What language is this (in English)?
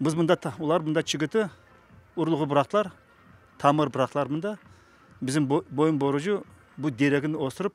Crimean Tatar